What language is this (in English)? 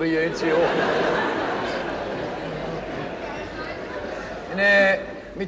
Egyptian Arabic